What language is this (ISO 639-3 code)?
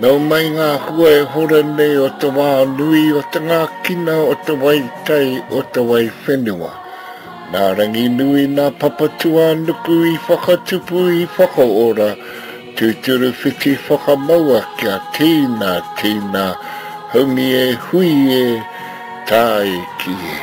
mri